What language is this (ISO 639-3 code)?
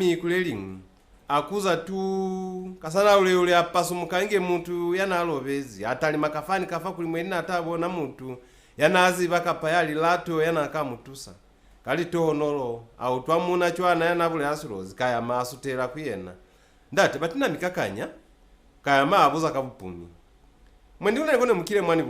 loz